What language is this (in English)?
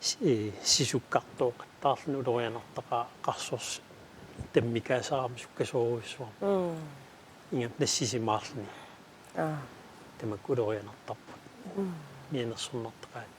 Kalaallisut